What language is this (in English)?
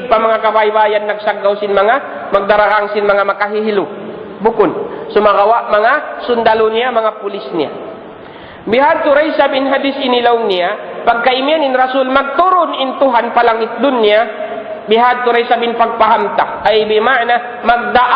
Tausug